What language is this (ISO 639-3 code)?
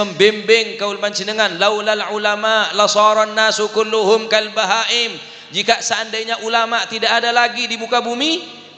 mad